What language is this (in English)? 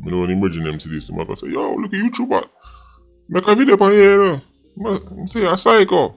Jamaican Creole English